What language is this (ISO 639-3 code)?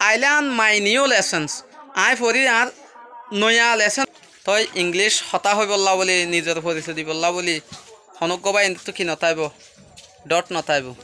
rhg